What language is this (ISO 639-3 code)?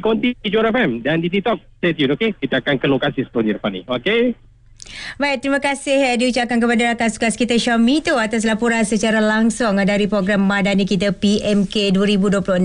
msa